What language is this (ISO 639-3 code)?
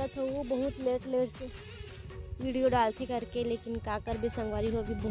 hne